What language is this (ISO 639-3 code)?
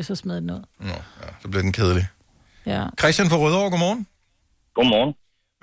dan